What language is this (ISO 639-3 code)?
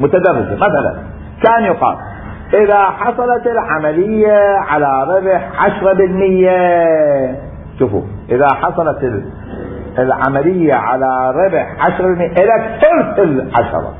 acm